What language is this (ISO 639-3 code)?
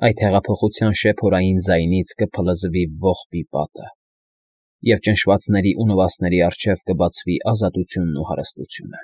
hye